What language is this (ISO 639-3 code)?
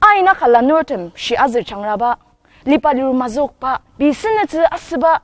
njo